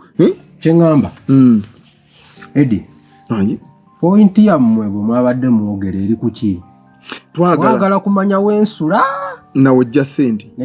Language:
Ganda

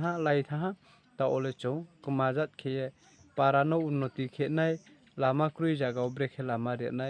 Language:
Riang (India)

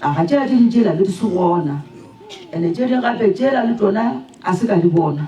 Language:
Northern Sotho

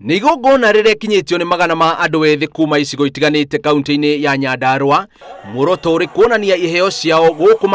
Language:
Kikuyu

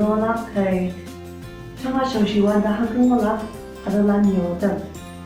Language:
Konyak Naga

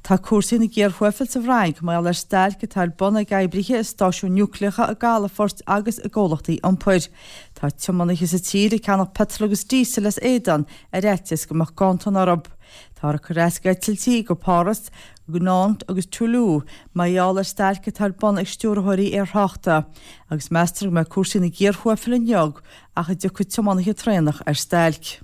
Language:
Irish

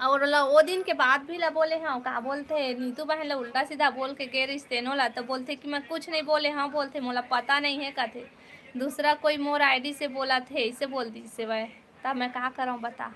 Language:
Chhattisgarhi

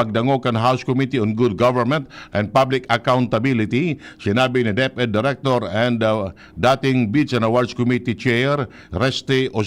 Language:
Bikol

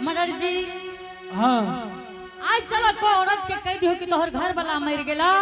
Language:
Angika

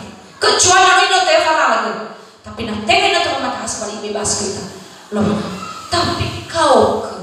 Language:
Nias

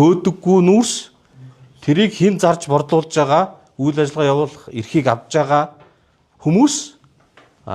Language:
Mongolian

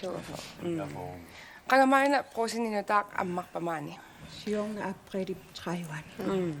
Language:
Kalaallisut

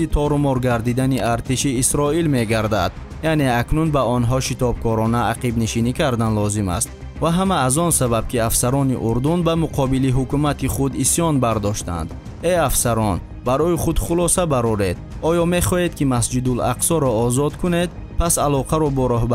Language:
Tajik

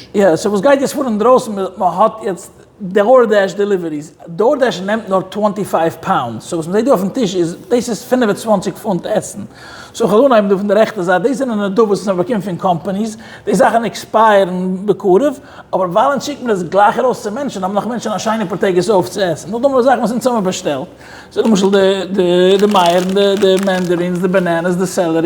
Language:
Yiddish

